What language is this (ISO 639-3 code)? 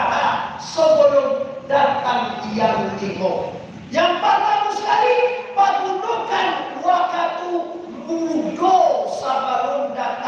min